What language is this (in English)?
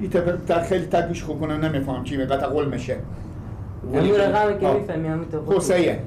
Persian